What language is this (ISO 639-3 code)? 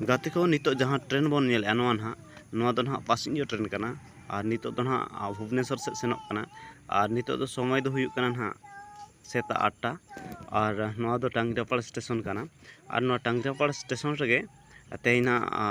sat